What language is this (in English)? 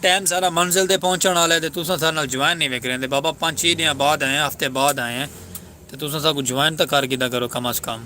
Saraiki